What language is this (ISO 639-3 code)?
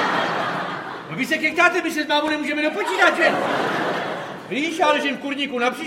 ces